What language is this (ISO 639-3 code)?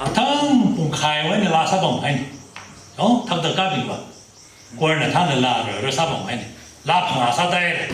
nmf